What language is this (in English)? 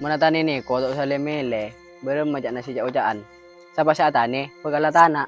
Madurese